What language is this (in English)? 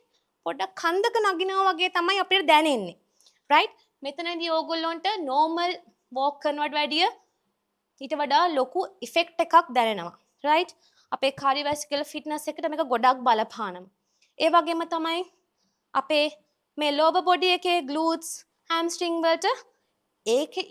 Sinhala